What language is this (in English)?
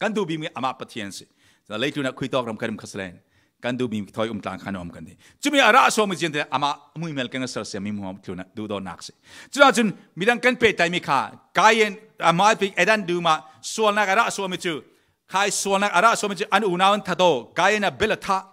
Falam Chin